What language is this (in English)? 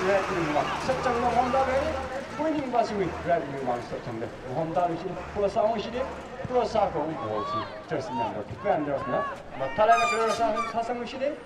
Tangkhul Naga (India)